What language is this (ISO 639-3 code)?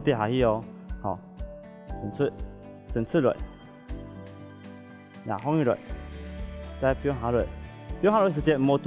hak